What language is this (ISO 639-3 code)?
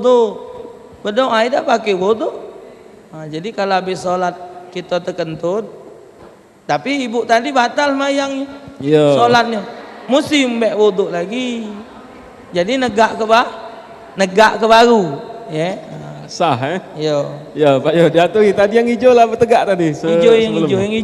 mui